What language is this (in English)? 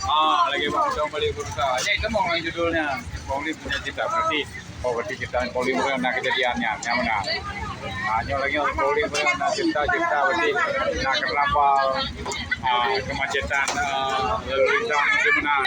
Achinese